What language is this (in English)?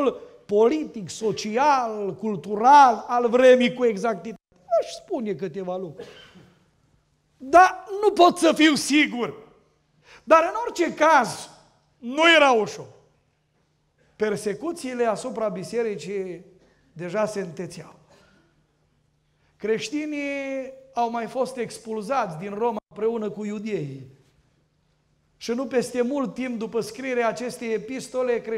Romanian